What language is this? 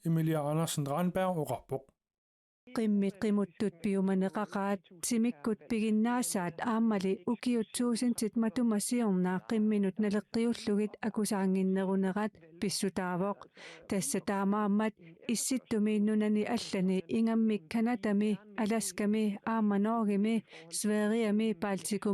Kalaallisut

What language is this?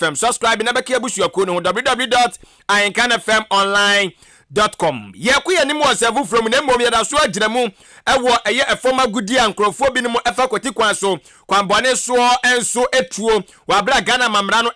Akan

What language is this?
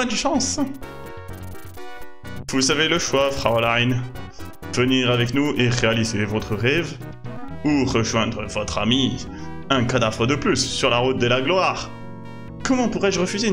French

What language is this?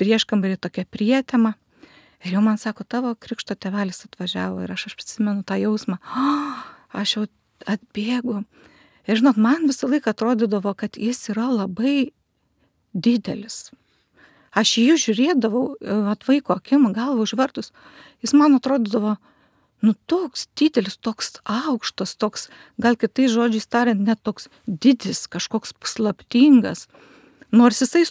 Lithuanian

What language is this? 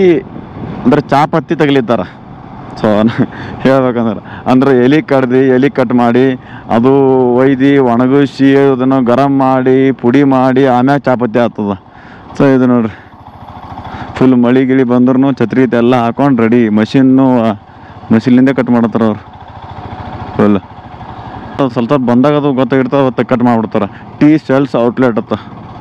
Kannada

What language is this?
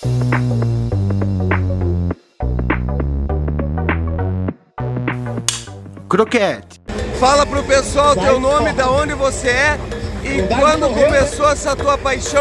Portuguese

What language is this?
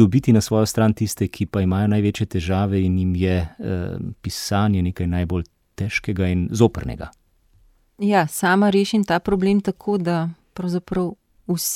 Slovenian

